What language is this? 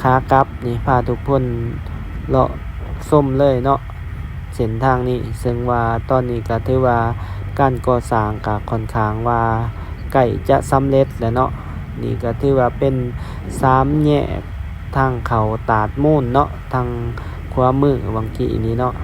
Lao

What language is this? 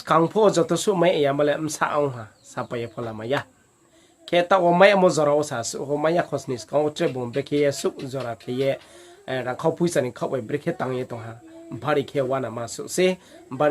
Riang (India)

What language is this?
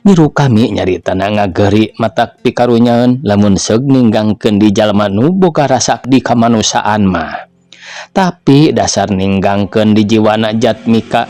Sundanese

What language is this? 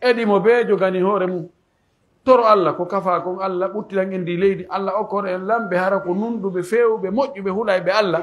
Pular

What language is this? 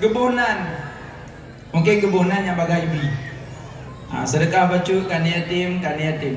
Achinese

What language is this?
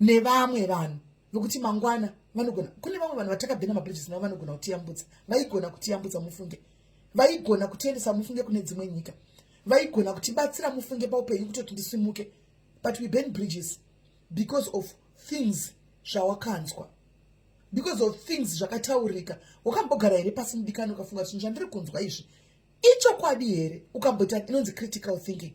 Shona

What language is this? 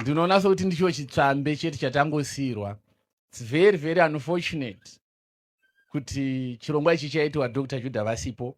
Shona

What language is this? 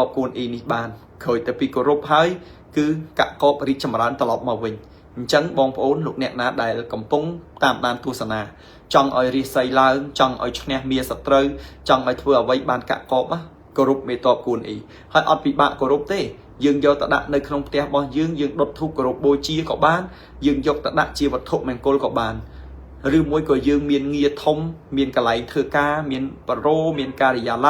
Khmer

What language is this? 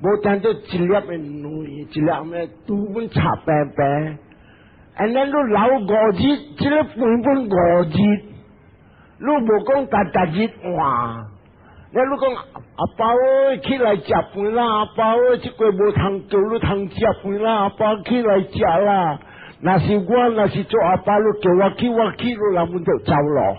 Min Nan Chinese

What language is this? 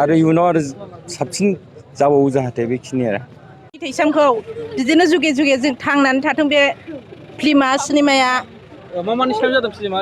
Bodo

